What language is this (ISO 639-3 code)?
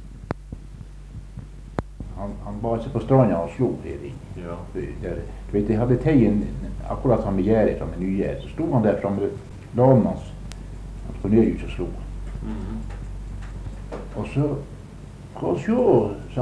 nor